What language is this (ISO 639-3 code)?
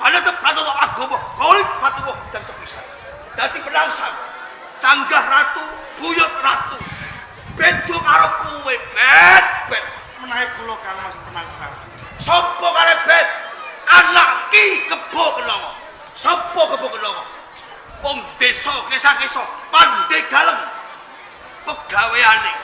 jav